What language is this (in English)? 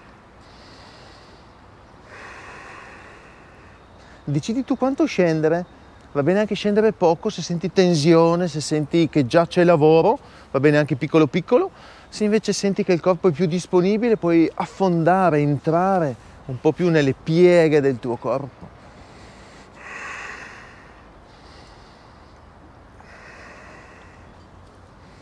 Italian